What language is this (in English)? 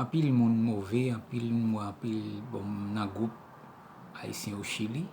Haitian Creole